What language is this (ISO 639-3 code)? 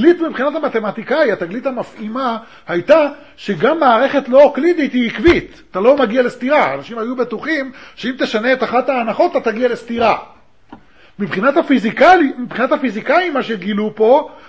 heb